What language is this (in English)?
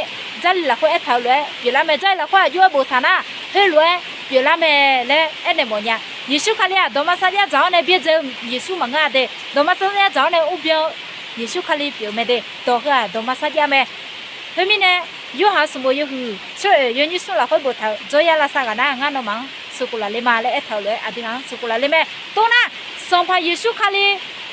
Akha